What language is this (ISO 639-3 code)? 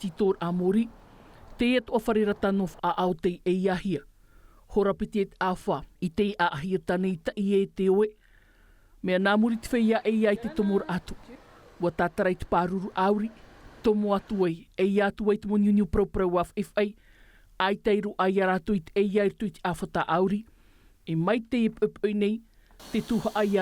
tah